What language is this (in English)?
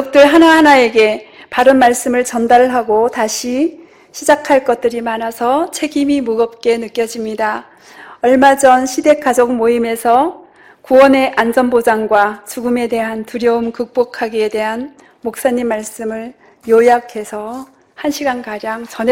Korean